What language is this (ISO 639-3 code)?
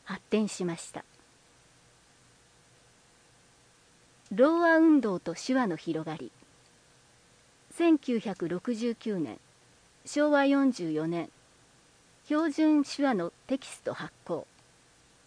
jpn